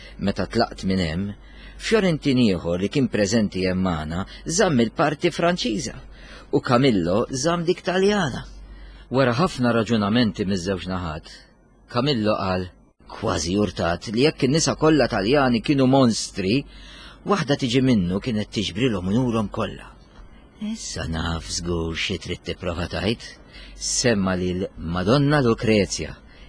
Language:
Maltese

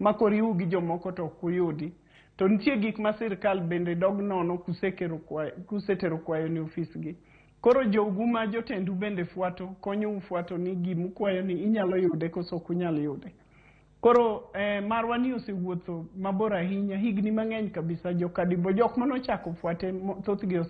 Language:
Luo (Kenya and Tanzania)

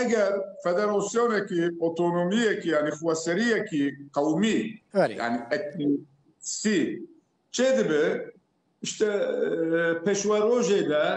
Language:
Kurdish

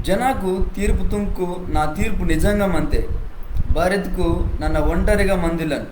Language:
Koya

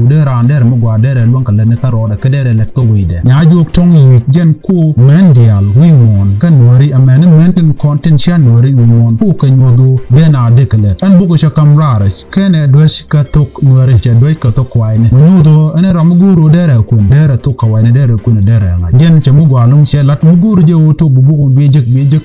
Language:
Nuer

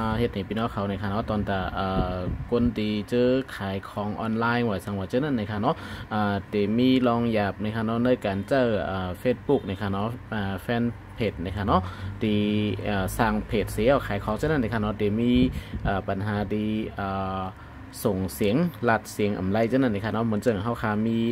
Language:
Shan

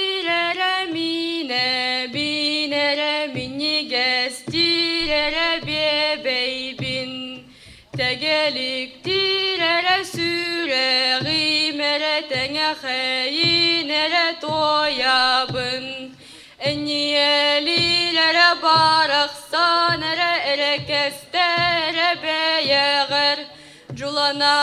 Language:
Yakut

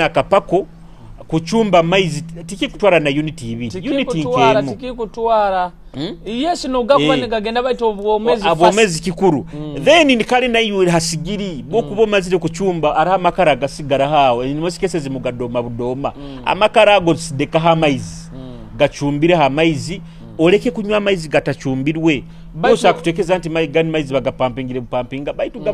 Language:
Nyoro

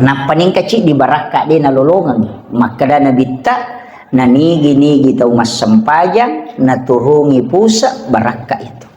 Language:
Buginese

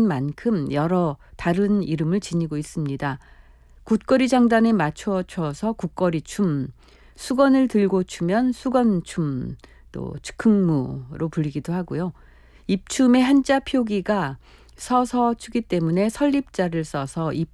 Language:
Korean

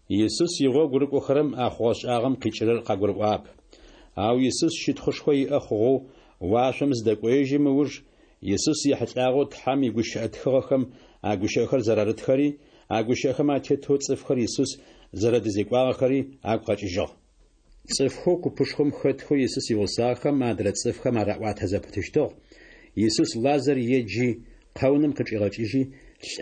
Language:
Adyghe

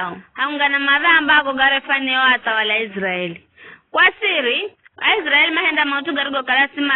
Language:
Giryama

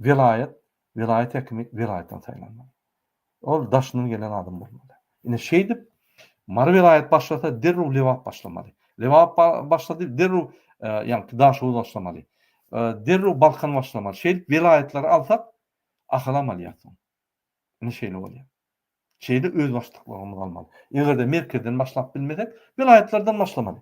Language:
Turkmen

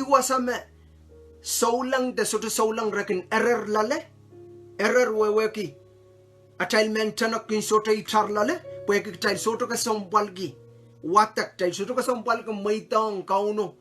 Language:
Pohnpeian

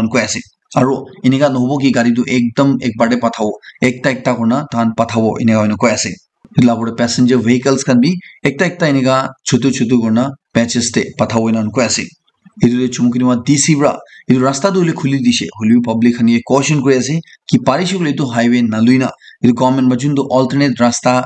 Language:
Naga Pidgin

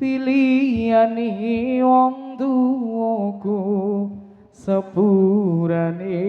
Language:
Javanese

